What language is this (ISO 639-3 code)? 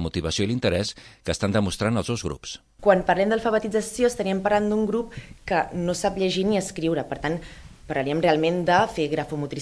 cat